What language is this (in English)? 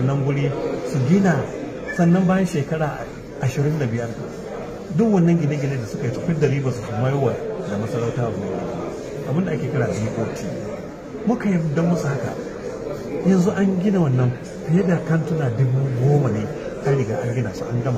Hausa